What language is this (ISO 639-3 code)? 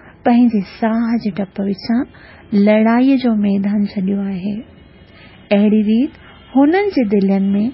snd